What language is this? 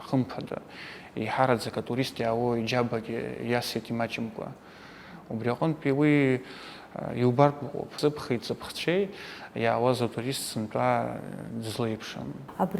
Abkhazian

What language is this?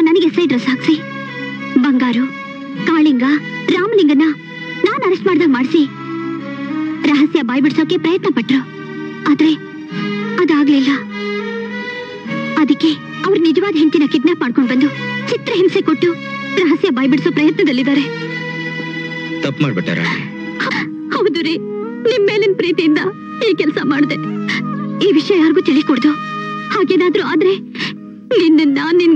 Kannada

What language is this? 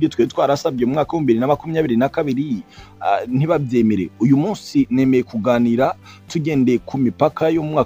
Kinyarwanda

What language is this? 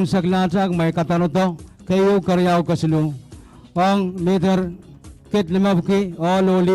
Pohnpeian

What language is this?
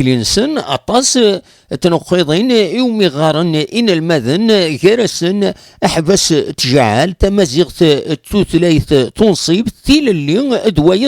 Kabyle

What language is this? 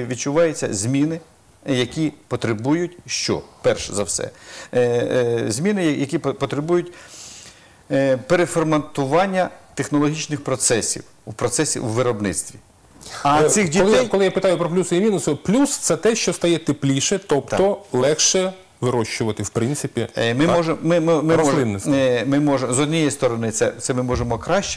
Ukrainian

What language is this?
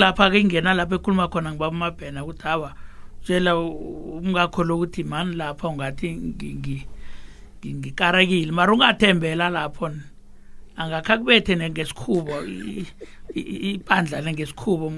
South Ndebele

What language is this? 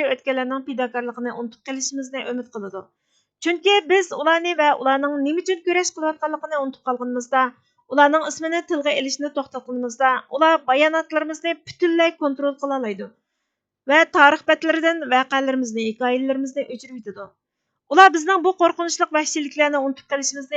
Uyghur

